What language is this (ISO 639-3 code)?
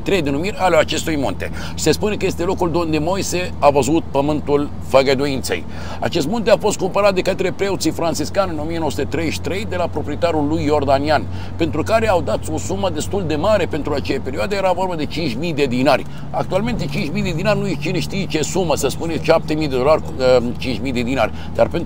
ron